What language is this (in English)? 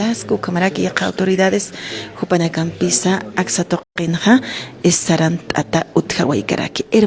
Aymara